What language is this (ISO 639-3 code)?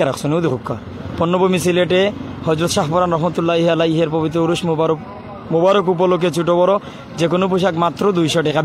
syl